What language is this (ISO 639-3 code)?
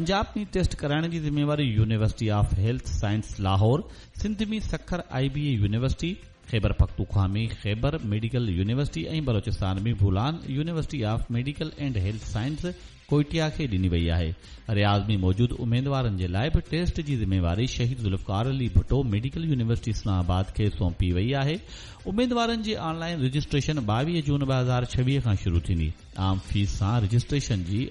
snd